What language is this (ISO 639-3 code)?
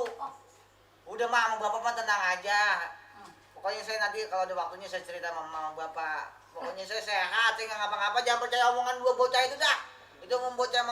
bew